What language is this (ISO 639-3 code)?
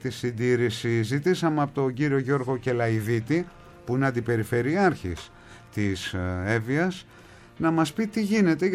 ell